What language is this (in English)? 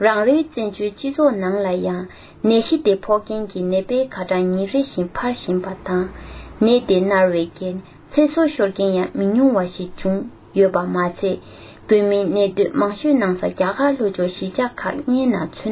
Tibetan